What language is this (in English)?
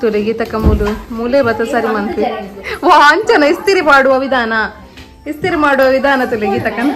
Tulu